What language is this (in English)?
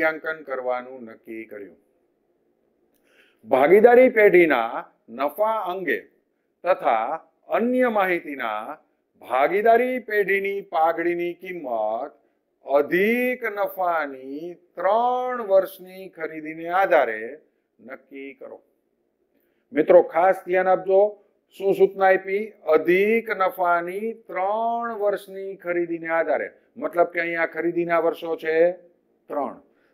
Gujarati